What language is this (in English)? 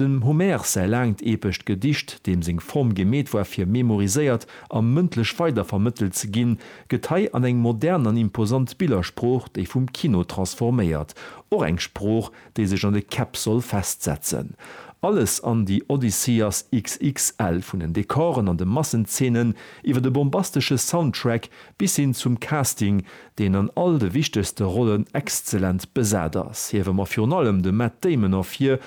Luxembourgish